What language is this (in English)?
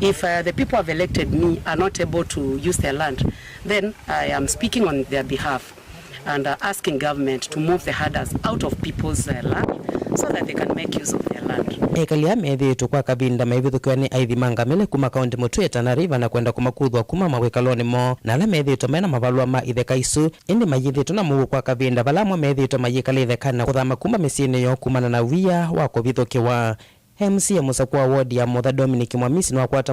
Kamba